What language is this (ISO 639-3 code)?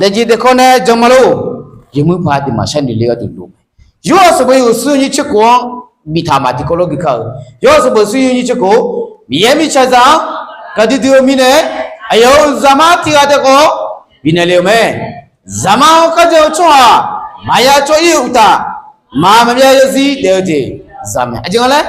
ahk